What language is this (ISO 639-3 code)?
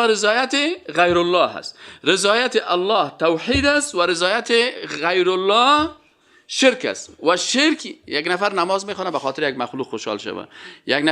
fas